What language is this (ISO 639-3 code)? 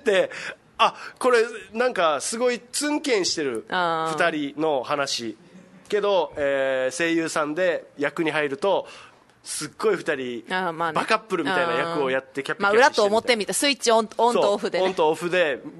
jpn